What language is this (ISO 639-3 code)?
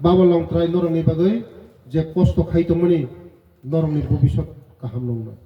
ria